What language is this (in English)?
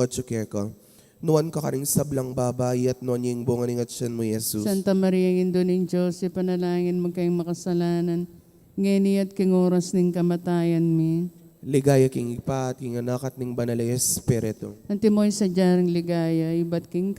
Pampanga